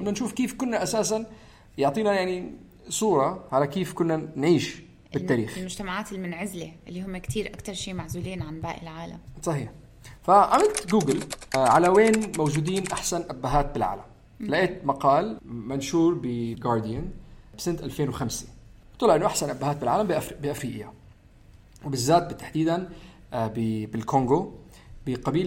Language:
North Levantine Arabic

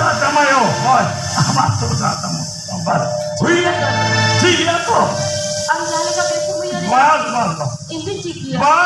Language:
Santali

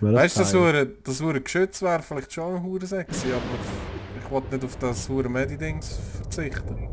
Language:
Swiss German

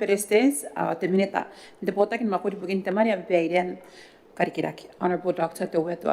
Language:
Gilbertese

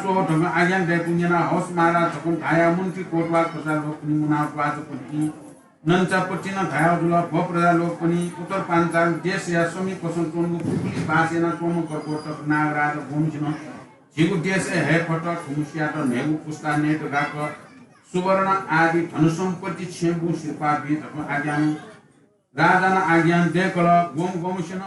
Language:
Newari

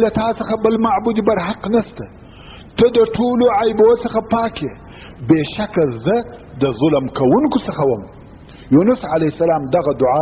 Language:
Pashto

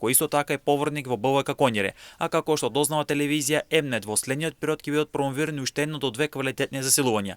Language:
Macedonian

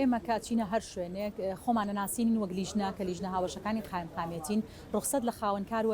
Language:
Central Kurdish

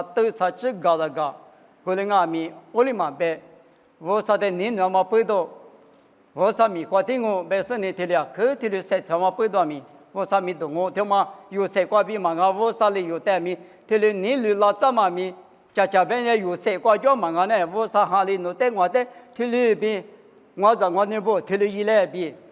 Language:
Lisu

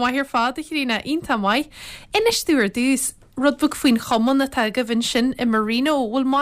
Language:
Irish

